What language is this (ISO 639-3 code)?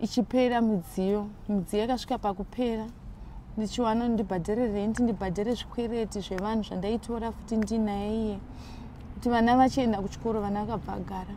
sna